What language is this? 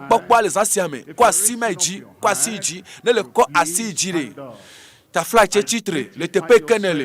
Ewe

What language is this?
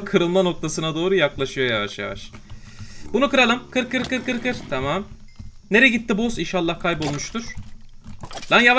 Turkish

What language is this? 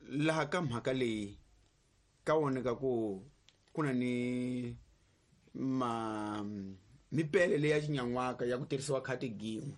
Tsonga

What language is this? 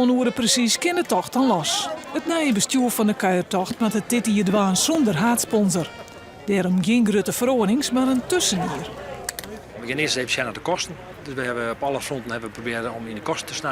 Western Frisian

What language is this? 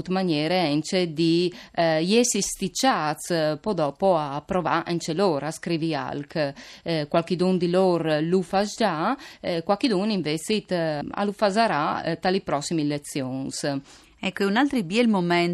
Friulian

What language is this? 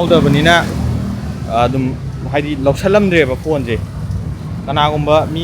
Manipuri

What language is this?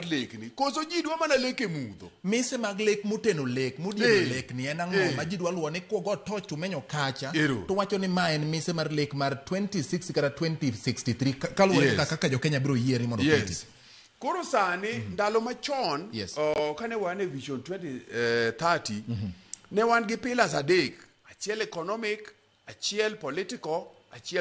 Luo (Kenya and Tanzania)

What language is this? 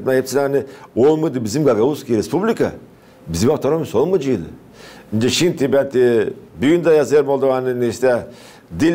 Gagauz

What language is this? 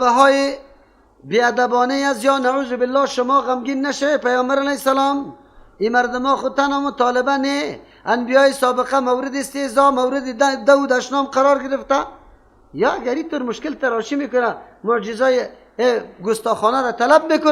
Persian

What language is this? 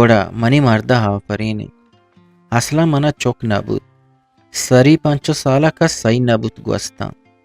Eastern Balochi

